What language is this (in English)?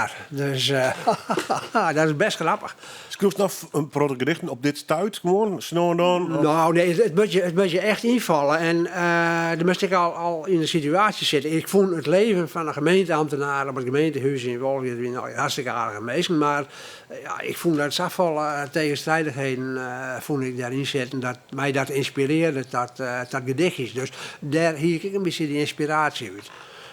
Western Frisian